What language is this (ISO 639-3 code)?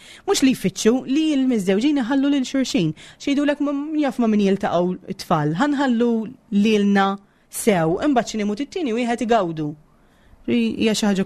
mlt